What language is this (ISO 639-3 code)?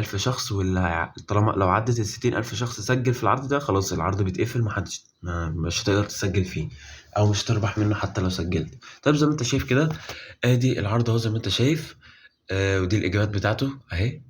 arz